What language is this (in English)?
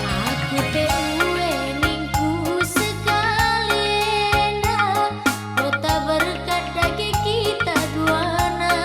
Batak Karo